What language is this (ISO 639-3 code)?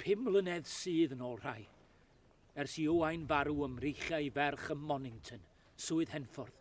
cym